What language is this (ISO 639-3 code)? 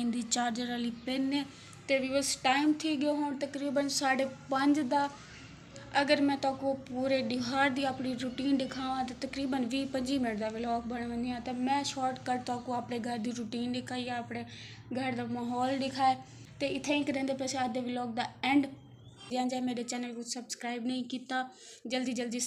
skr